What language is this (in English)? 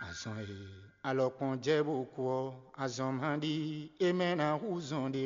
Fon